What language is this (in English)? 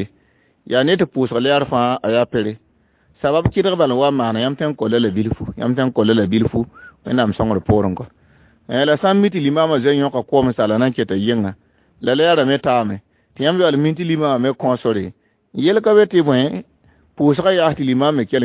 Mossi